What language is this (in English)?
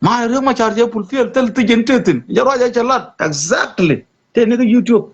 Nuer